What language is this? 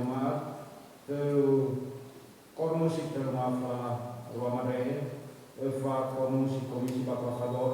Nias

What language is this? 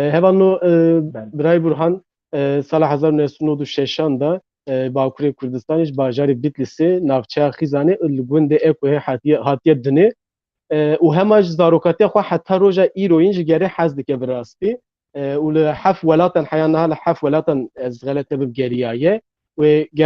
Kurdish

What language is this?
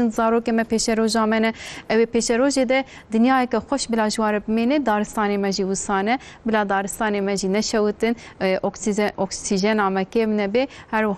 Kurdish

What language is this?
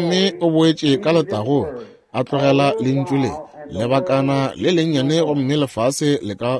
Northern Sotho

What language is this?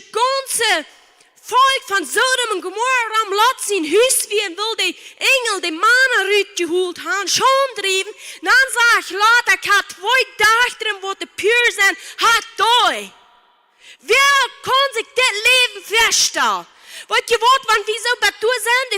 Plautdietsch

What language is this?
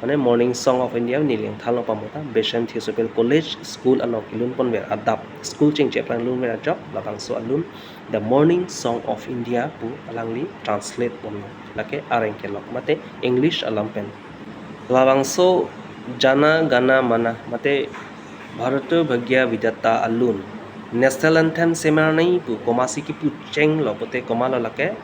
Karbi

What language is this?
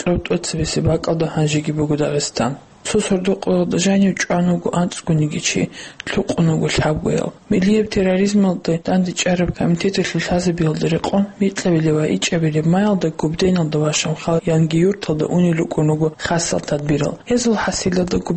Avaric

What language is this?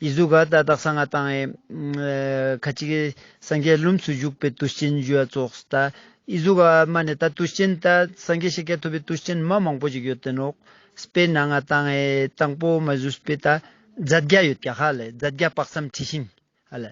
Ladakhi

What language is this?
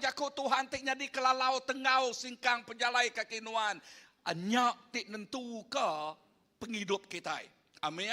Iban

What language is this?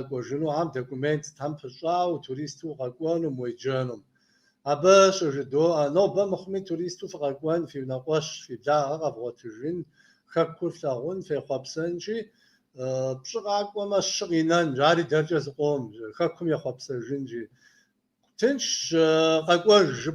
Kabardian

